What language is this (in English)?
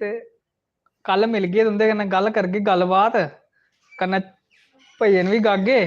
Dogri